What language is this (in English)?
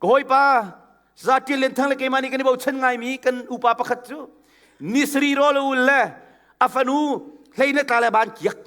Hakha Chin